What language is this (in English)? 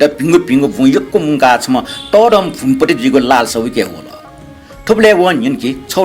Newari